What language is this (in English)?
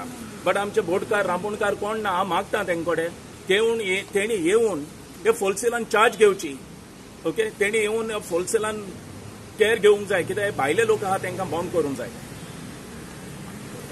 Konkani